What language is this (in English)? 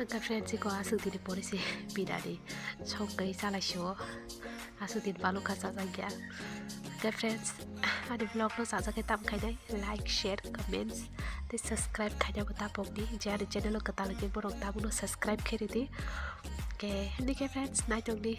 Kok Borok